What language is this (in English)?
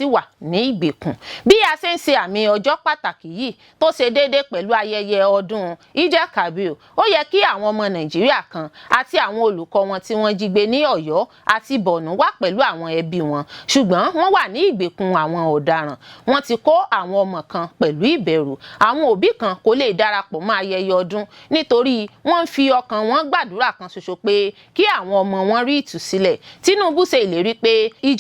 Yoruba